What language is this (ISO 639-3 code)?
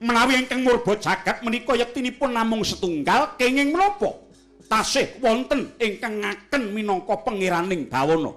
jav